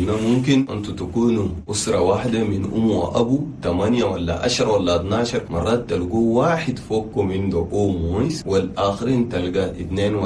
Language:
Chadian Arabic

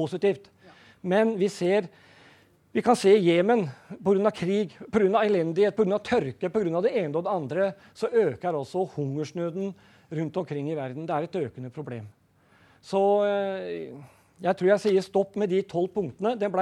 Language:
Norwegian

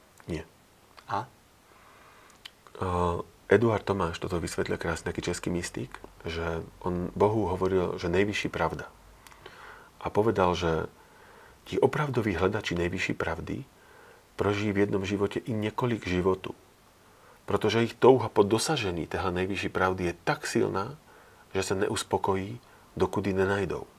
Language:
Slovak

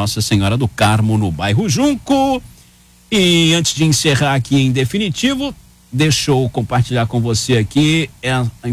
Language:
Portuguese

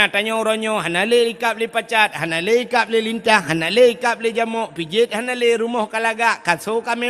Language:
Achinese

